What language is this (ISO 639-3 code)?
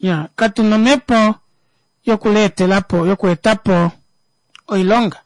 kua